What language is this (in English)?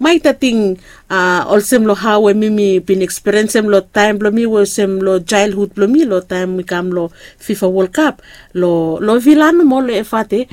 Bislama